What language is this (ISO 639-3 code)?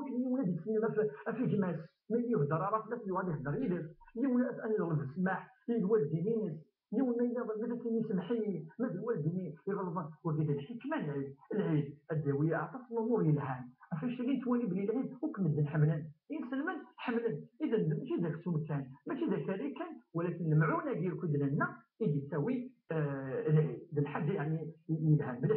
kab